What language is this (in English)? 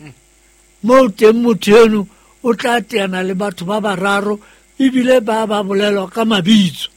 Southern Sotho